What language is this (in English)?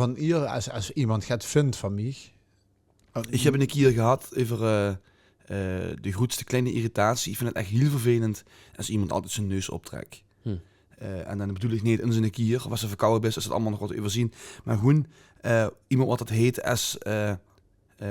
Limburgish